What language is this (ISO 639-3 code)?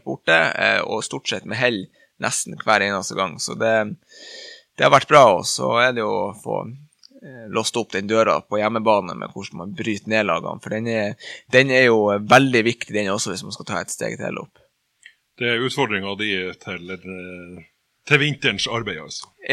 nor